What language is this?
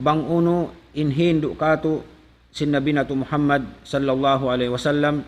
Tausug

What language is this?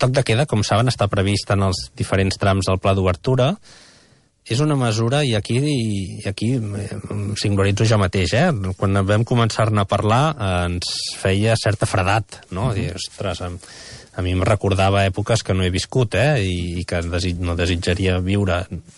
Catalan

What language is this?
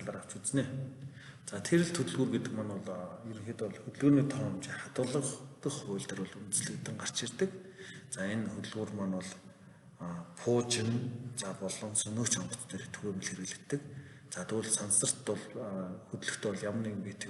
Mongolian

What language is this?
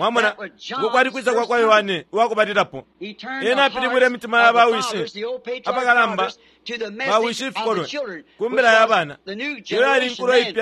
Bemba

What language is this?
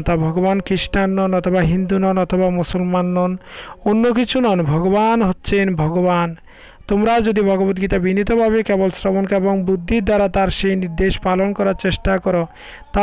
Bangla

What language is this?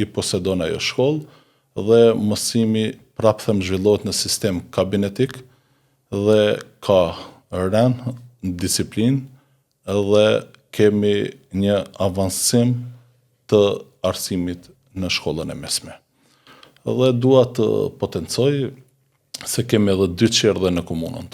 Albanian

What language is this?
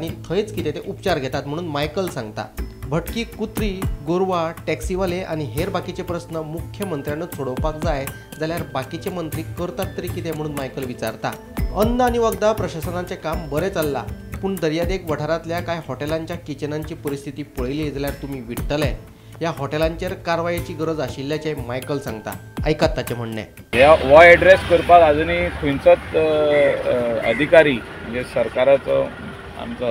Konkani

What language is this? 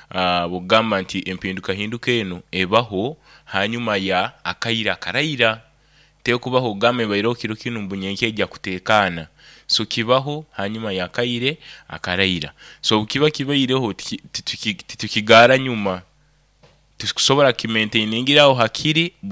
Nyoro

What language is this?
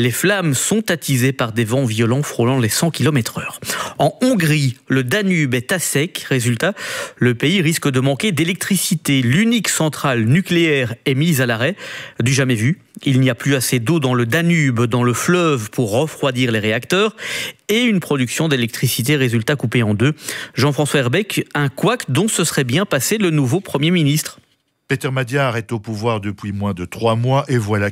French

